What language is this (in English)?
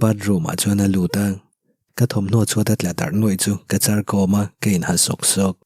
Mizo